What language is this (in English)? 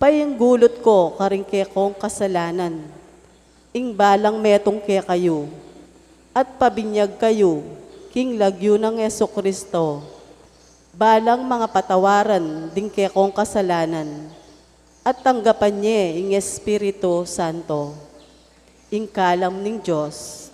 Pampanga